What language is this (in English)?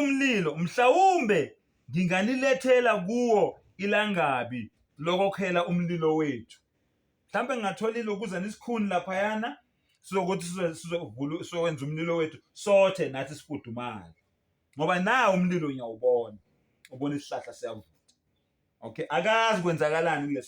Zulu